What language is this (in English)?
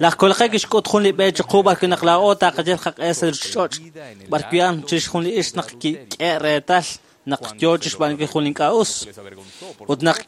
Kekchí